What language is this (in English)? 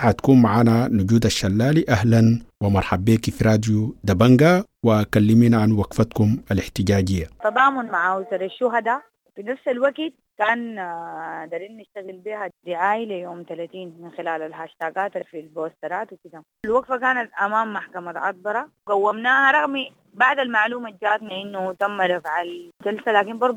Sudanese Arabic